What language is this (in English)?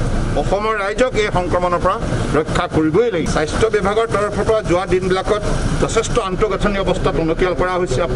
Assamese